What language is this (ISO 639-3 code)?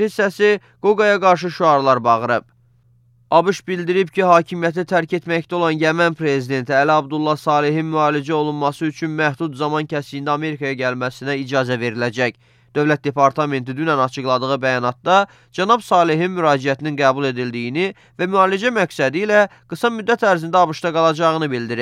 aze